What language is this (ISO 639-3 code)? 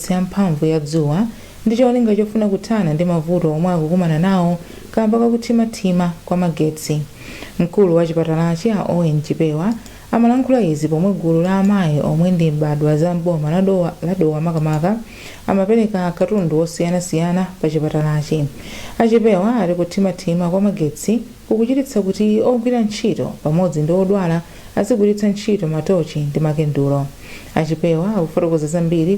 nya